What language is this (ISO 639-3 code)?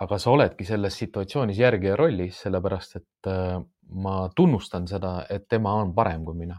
est